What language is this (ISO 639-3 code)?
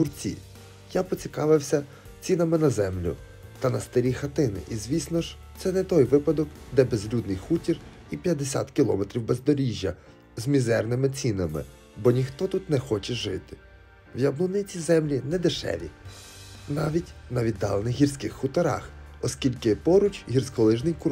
ukr